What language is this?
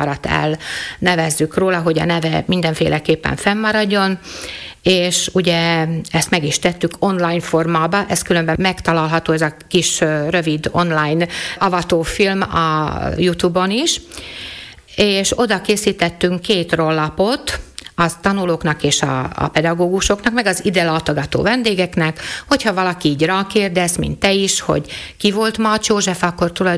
Hungarian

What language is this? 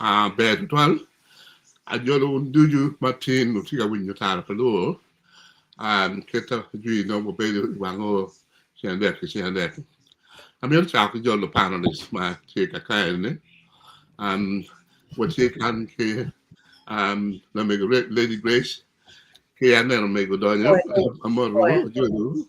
Acoli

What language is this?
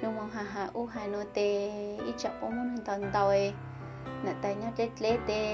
Hmong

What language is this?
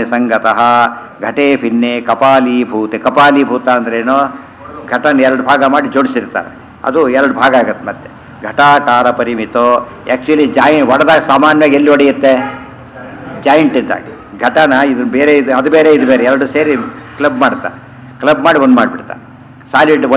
Kannada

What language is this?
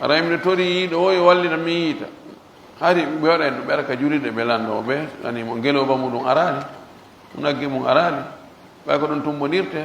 Pular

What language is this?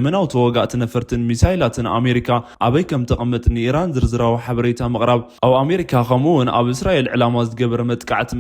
Tigrinya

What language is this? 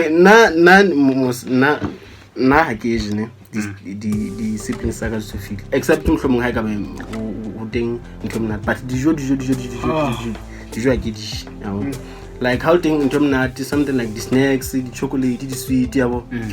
Southern Sotho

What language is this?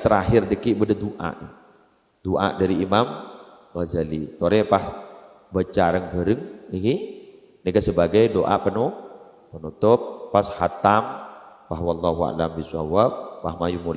Madurese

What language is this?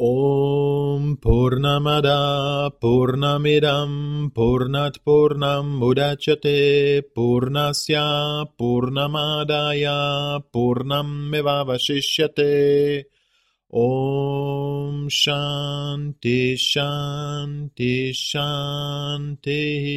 Sanskrit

